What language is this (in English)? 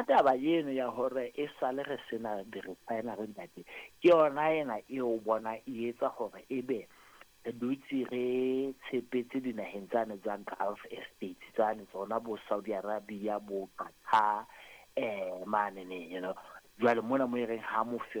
Southern Sotho